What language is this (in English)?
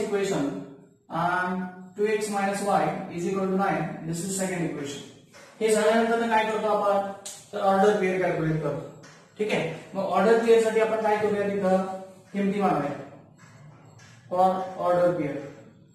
Marathi